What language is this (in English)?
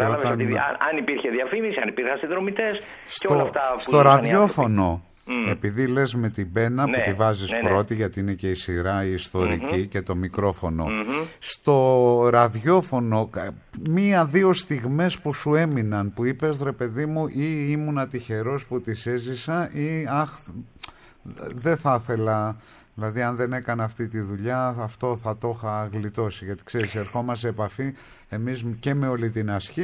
Greek